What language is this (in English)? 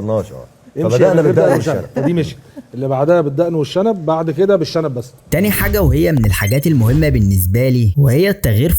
Egyptian Arabic